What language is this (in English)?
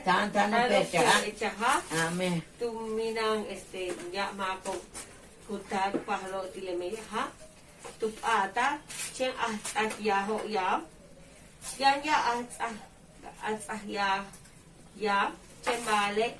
Yucateco